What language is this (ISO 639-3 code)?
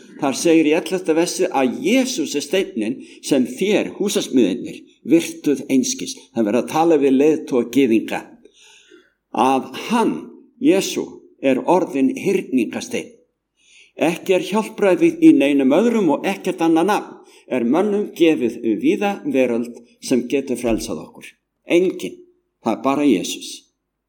isl